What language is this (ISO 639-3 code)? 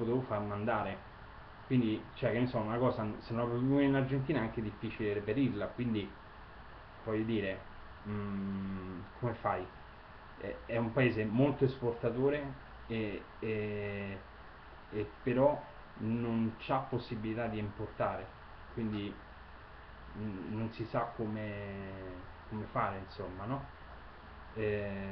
ita